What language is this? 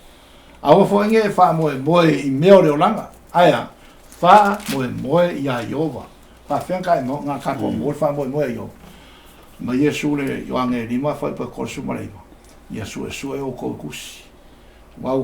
Samoan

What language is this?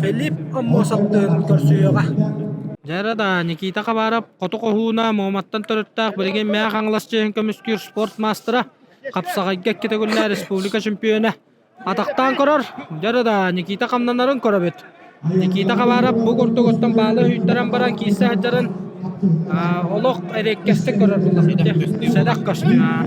Yakut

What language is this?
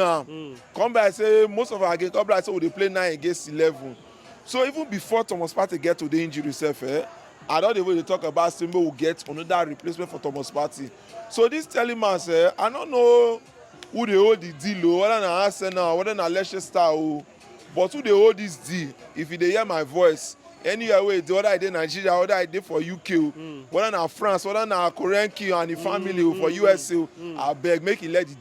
Nigerian Pidgin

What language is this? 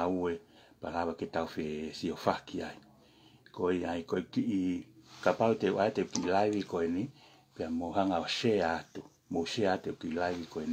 Tongan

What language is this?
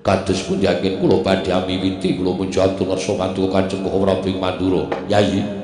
Javanese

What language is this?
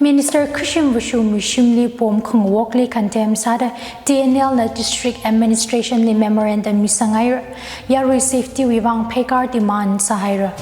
Tangkhul Naga (India)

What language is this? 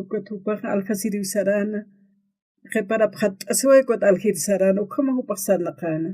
Aymara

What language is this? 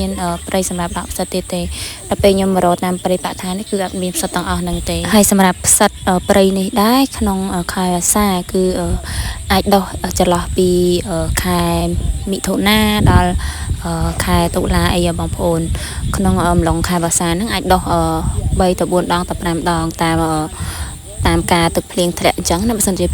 Khmer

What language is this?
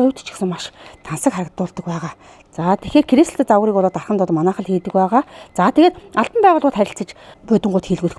Mongolian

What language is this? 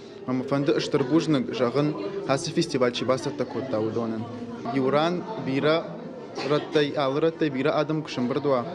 Ossetic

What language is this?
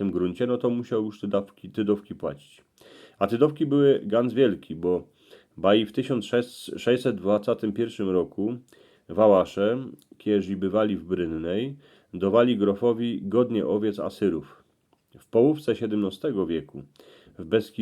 Silesian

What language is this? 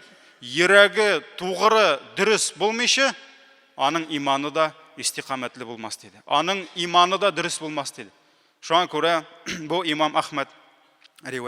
Tatar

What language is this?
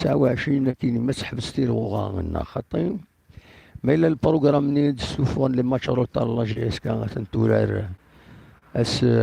Kabyle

